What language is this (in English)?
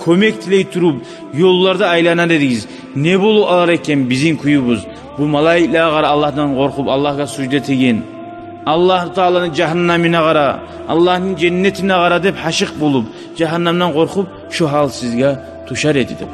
Kumyk